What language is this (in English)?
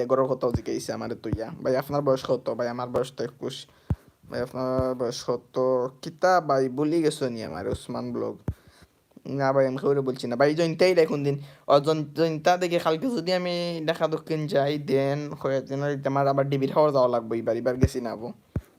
Sylheti